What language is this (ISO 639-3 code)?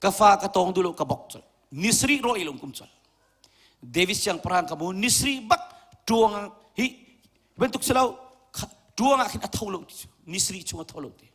cnh